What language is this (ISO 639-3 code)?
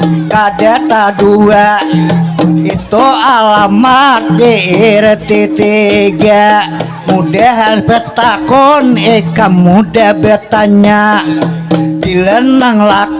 bjn